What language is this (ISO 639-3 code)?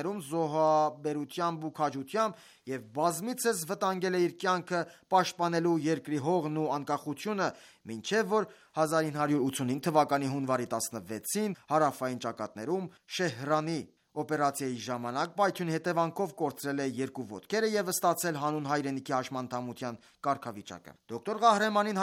hye